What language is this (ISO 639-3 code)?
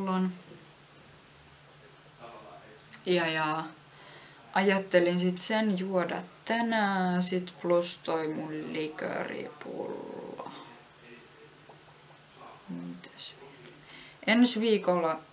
fin